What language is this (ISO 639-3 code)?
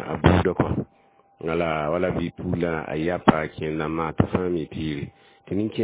mos